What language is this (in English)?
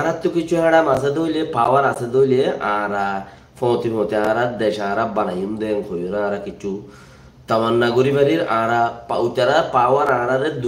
Rohingya